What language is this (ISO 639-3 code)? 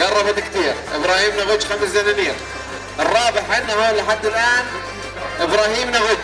apc